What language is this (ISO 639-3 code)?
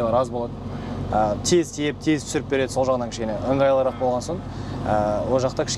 kaz